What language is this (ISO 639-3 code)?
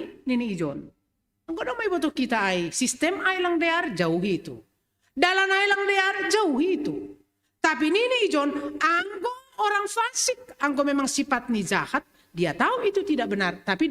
bts